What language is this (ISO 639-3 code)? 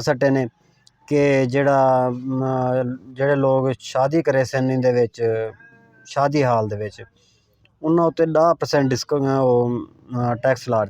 skr